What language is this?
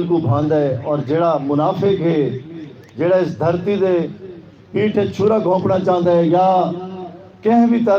Saraiki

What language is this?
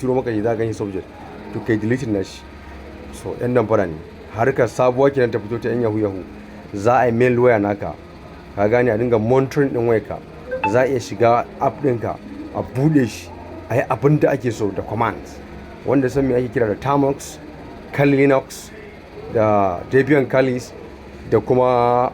Hausa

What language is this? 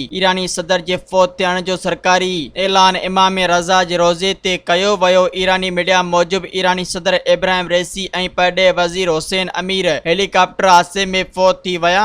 Sindhi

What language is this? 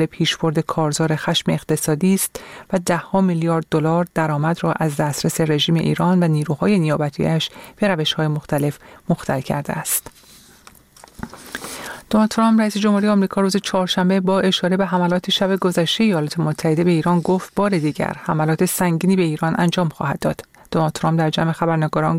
Persian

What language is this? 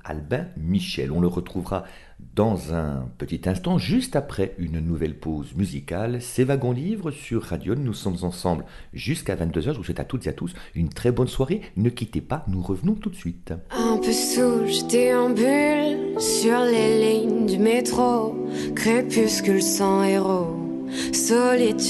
French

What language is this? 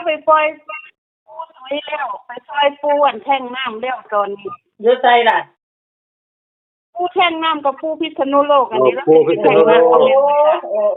Northeastern Thai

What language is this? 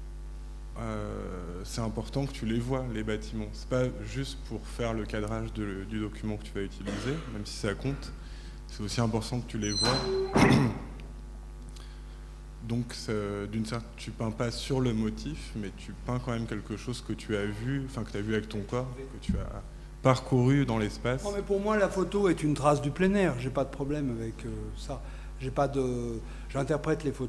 French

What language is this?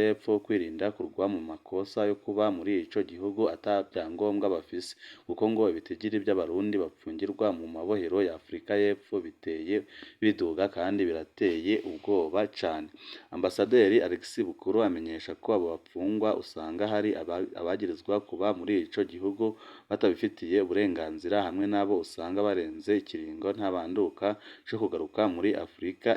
Rundi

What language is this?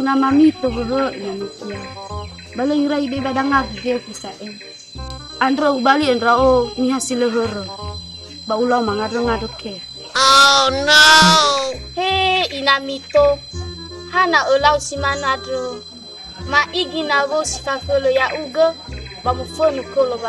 Nias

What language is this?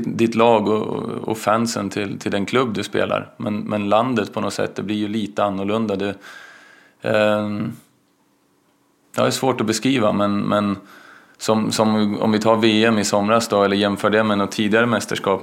Swedish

